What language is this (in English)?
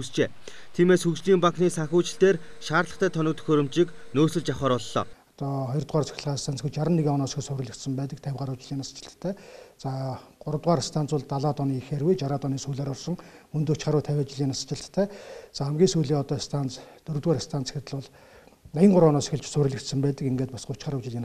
Mongolian